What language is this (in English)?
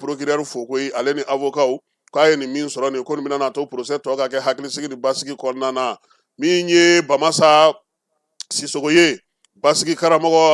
Bambara